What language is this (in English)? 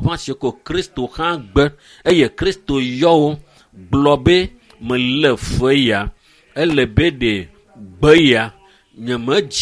Ewe